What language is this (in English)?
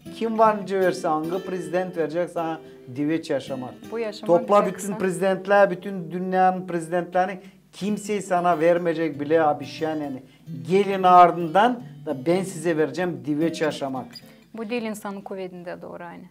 Gagauz